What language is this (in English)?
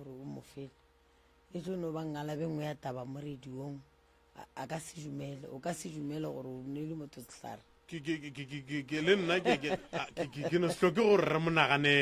Northern Sotho